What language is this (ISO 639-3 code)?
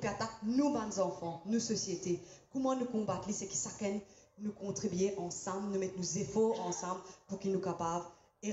mfe